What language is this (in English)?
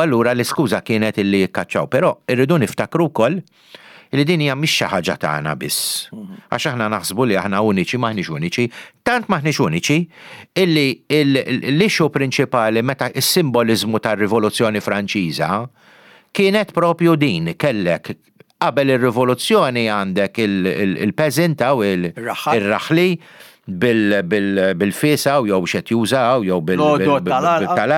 Maltese